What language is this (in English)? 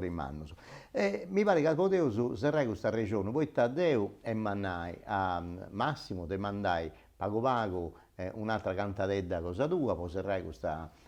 Sardinian